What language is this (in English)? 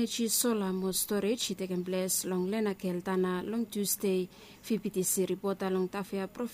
Bislama